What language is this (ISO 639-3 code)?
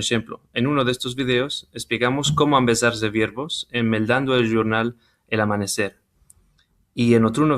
lad